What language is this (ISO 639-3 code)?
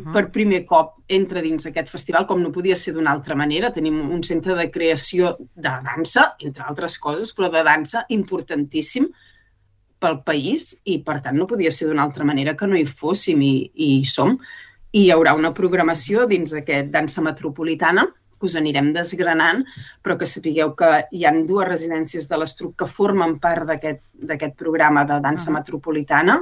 cat